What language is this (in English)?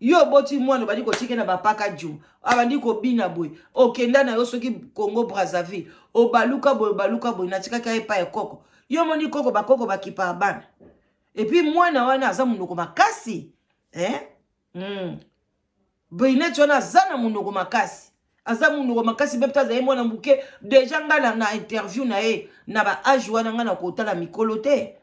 Lingala